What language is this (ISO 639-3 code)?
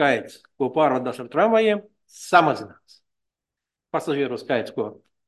lav